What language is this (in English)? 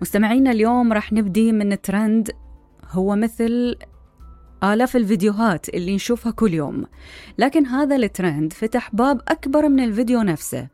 Mesopotamian Arabic